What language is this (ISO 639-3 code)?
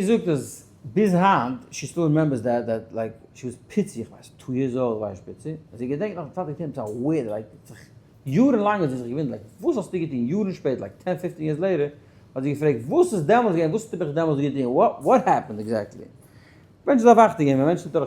yid